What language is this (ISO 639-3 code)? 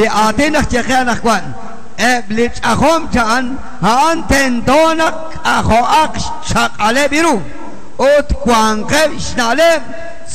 kek